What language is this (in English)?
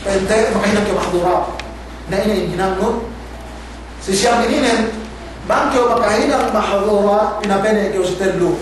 Yakan